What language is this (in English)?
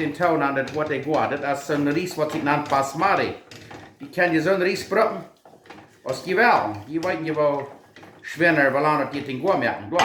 Plautdietsch